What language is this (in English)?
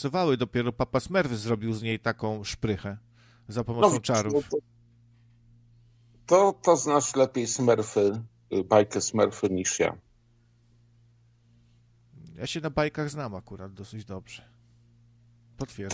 Polish